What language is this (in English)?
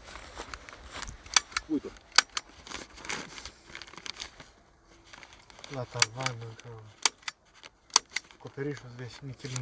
Romanian